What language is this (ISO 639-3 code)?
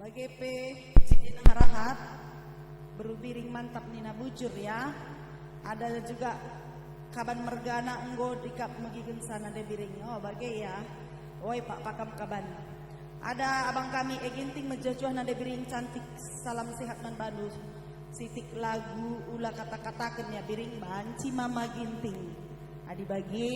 btx